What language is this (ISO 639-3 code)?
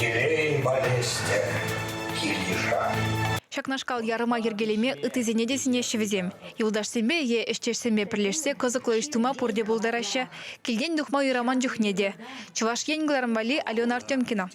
chv